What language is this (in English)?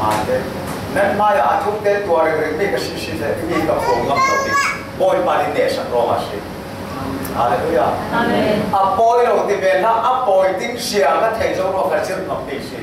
Falam Chin